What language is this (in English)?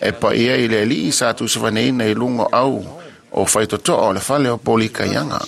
Samoan